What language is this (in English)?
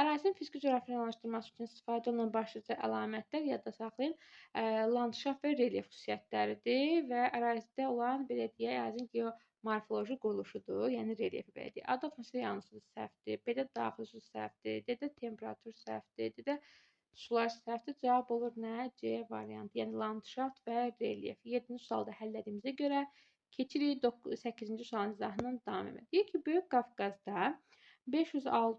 Azerbaijani